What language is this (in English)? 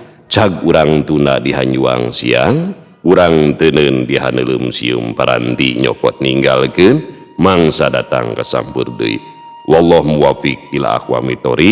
Sundanese